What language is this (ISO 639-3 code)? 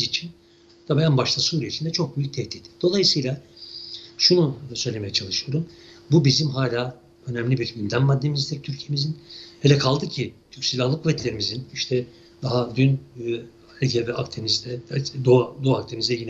tur